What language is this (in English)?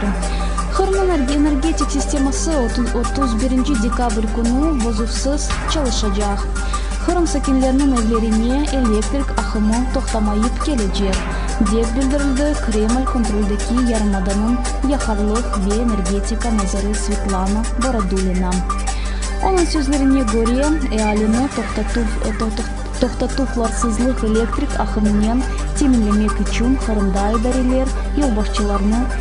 Crimean Tatar